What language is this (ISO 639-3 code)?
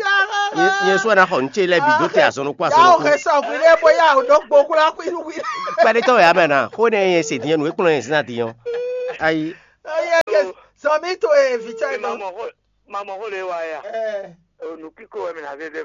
fon